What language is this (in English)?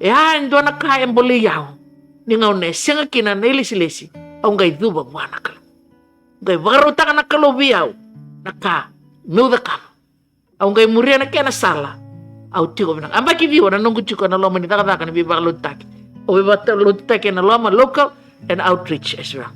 Fijian